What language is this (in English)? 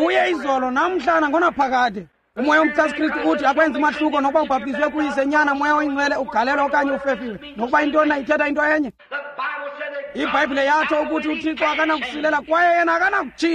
Xhosa